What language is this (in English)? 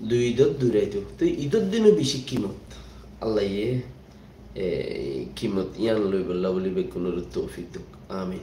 Rohingya